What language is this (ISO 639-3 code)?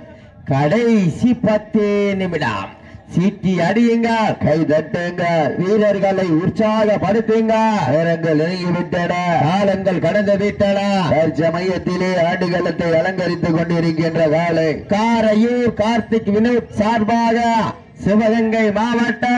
tam